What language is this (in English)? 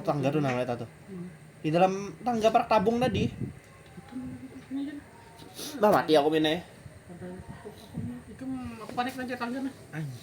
Banjar